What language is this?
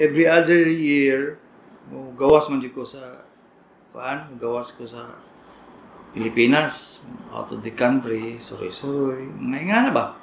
Cebuano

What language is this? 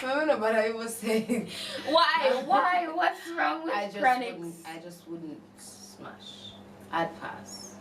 Jamaican Creole English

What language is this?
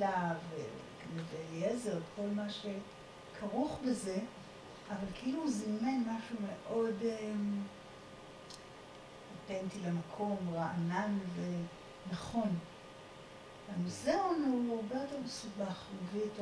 Hebrew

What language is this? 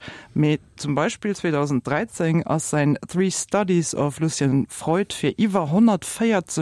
Luxembourgish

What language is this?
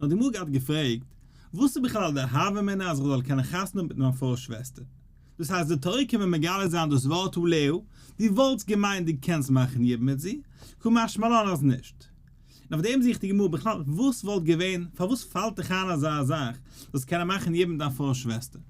Yiddish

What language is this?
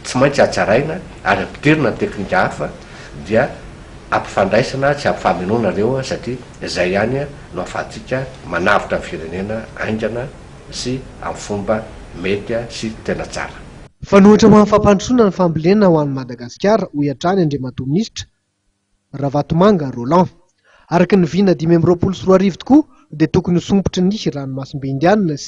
Malagasy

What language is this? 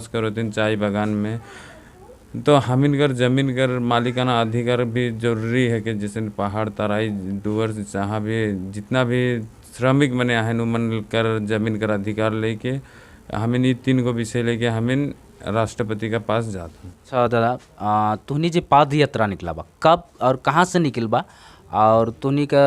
Sadri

